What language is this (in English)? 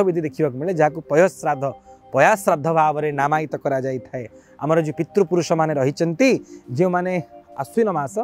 Odia